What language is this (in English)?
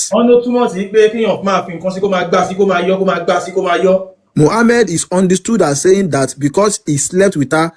Yoruba